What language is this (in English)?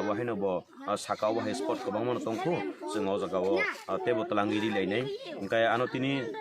Kok Borok